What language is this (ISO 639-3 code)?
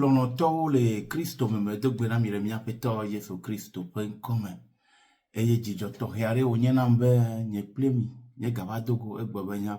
ewe